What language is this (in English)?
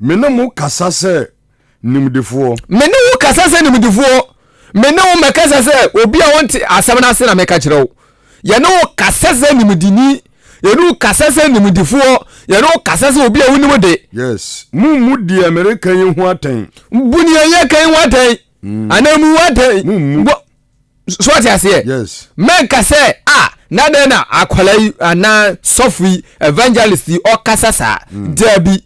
Akan